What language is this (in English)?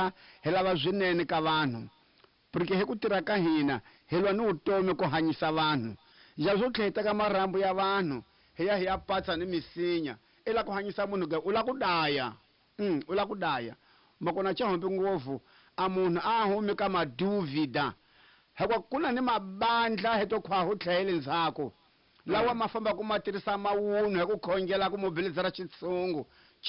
Tsonga